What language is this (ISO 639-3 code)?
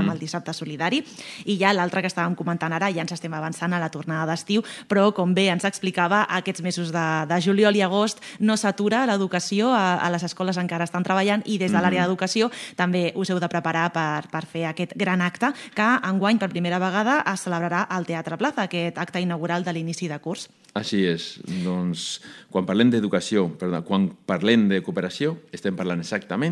cat